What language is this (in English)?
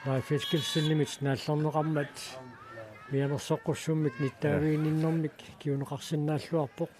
Kalaallisut